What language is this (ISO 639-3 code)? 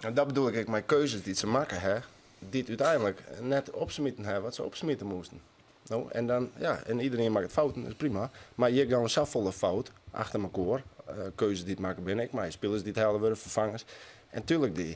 fry